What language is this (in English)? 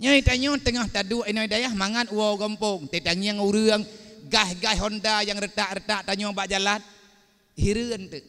Achinese